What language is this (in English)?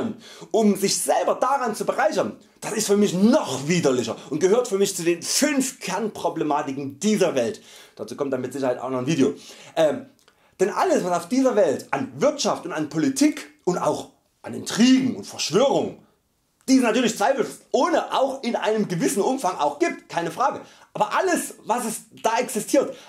German